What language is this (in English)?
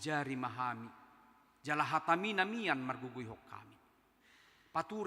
Batak Toba